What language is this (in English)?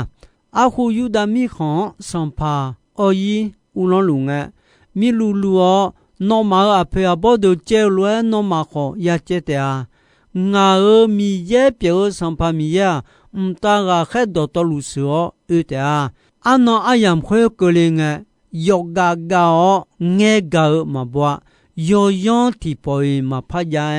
Akha